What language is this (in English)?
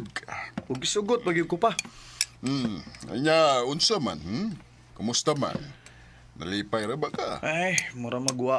Cebuano